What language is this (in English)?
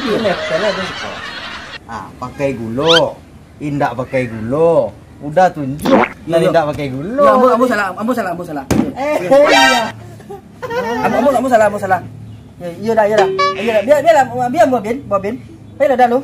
Minangkabau